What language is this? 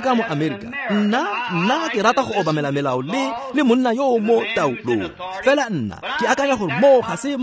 Tswana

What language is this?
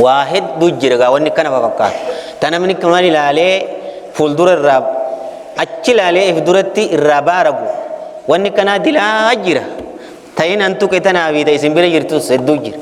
Oromo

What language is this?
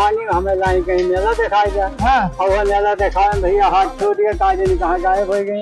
Awadhi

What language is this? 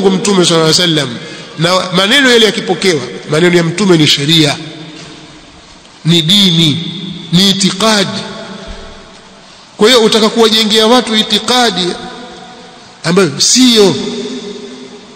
Swahili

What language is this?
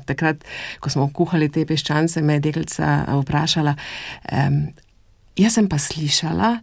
Slovenian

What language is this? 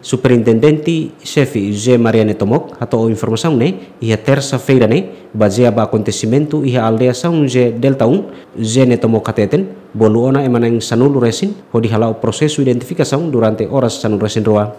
Tetum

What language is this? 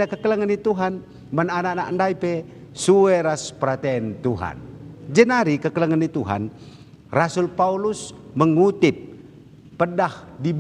Batak Karo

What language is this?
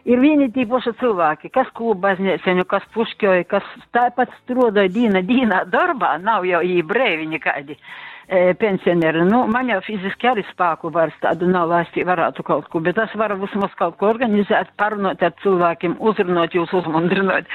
Latgalian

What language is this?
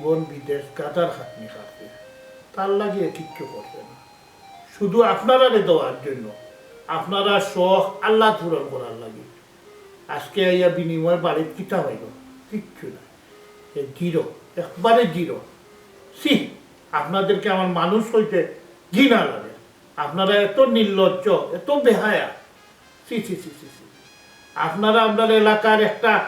Sylheti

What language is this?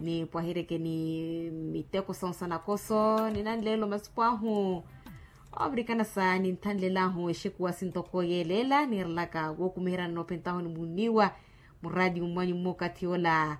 Makhuwa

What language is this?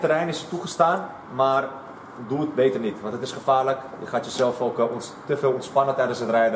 Dutch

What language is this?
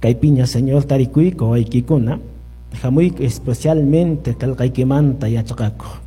Quechua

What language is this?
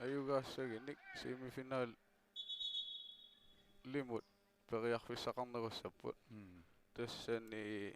Kalaallisut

